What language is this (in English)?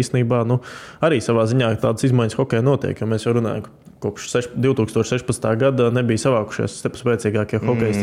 Latvian